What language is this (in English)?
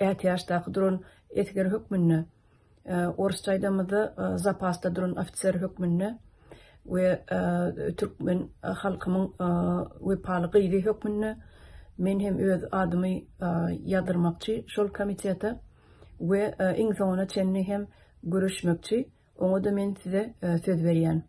Turkmen